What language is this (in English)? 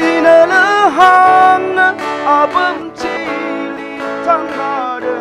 Tangkhul Naga (India)